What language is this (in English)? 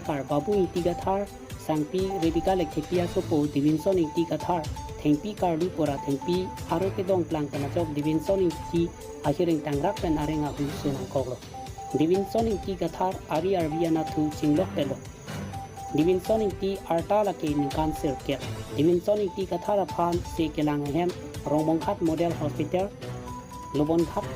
Karbi